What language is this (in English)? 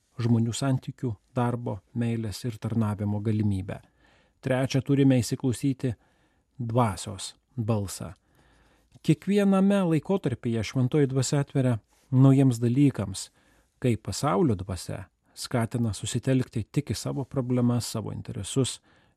Lithuanian